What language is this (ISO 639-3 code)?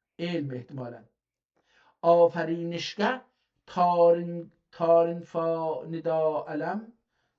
azb